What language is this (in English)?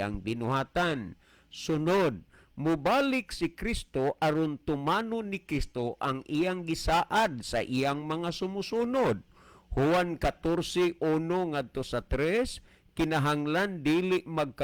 Cebuano